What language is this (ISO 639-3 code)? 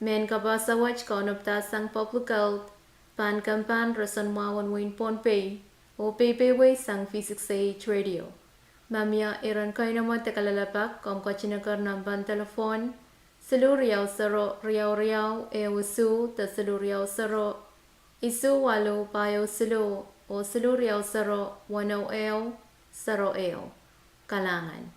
pon